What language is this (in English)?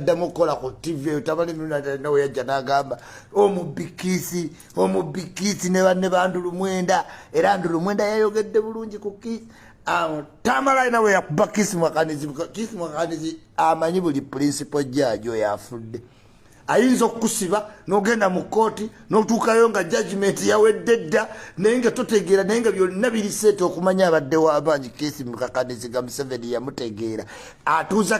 Ganda